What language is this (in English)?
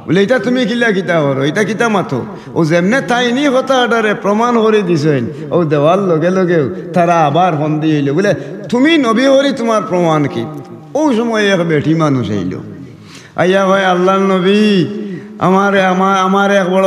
Sylheti